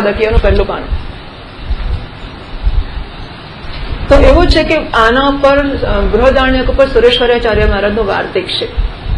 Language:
Gujarati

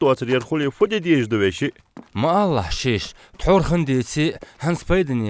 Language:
Ingush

